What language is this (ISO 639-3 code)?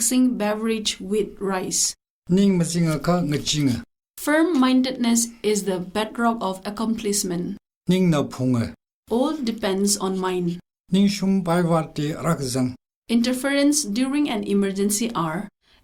nmf